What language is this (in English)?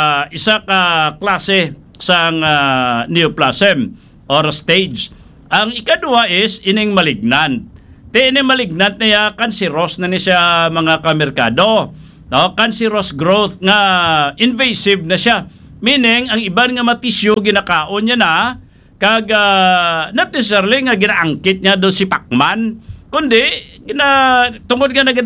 Hiligaynon